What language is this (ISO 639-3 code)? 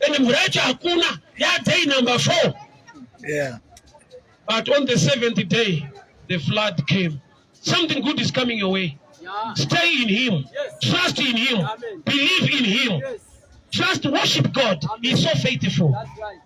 sna